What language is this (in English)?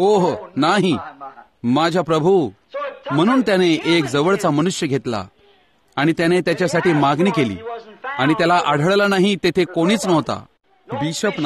Marathi